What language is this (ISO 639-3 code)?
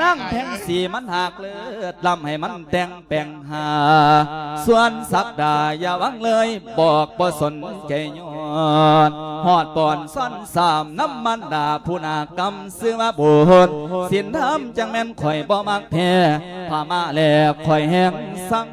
lao